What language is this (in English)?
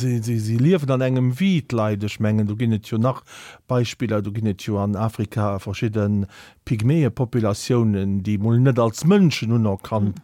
Luxembourgish